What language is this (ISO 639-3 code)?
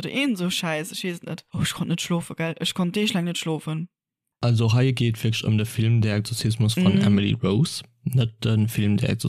ltz